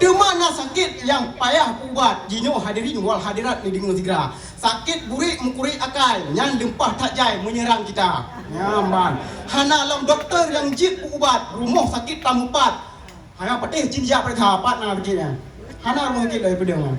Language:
Achinese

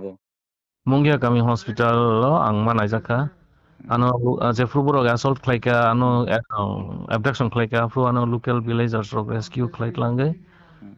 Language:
Kok Borok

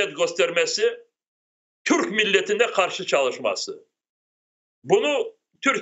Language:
Crimean Tatar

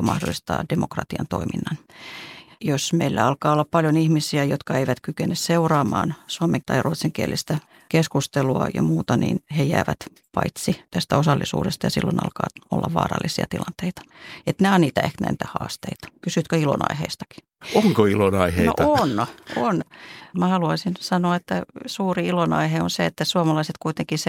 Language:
Finnish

